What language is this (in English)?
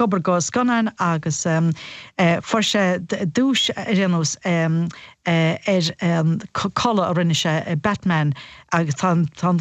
Irish